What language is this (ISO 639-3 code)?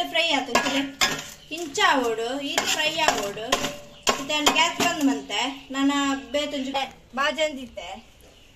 tcy